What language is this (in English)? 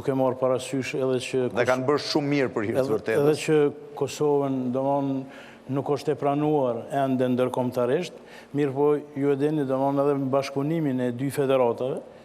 Albanian